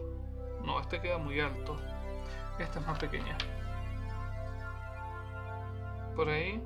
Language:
Spanish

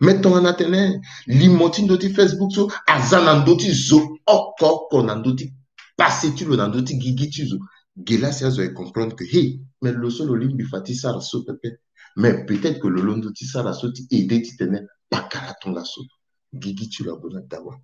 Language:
Sango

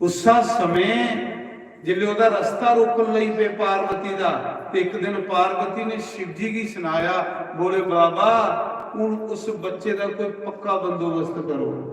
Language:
Dogri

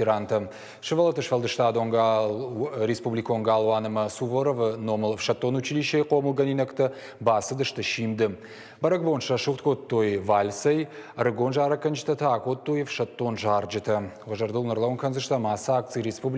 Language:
Ossetic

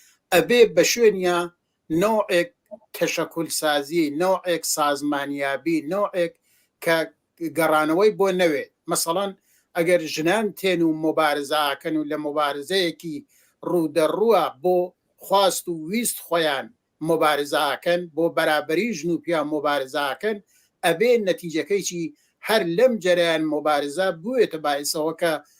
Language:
Central Kurdish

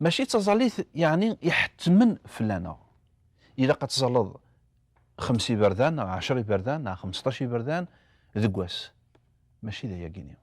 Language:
Kabyle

